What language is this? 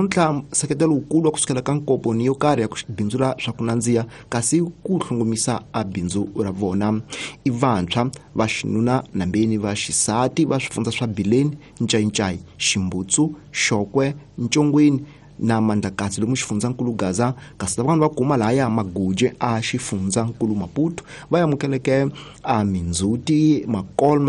Tsonga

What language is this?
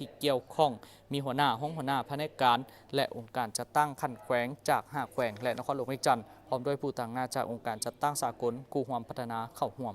Lao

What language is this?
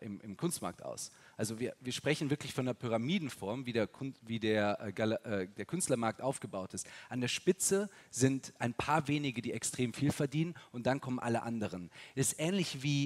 German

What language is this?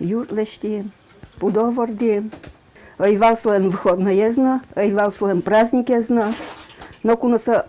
Udmurt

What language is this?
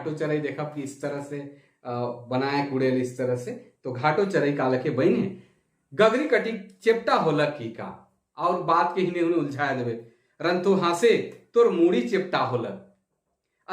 Sadri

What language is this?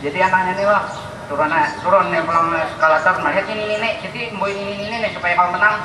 Banjar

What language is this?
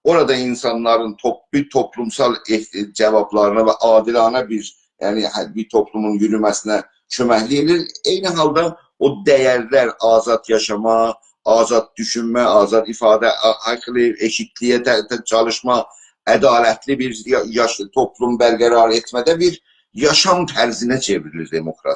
South Azerbaijani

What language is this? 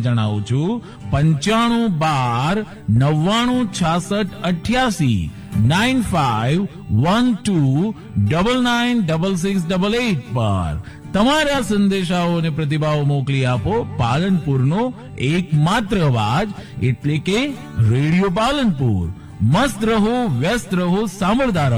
Gujarati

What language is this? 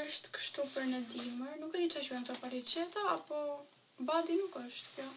Albanian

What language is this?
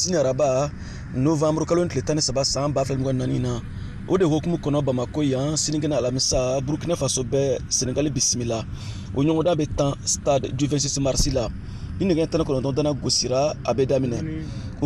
Bambara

